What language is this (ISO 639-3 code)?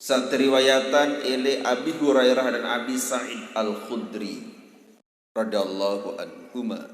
sas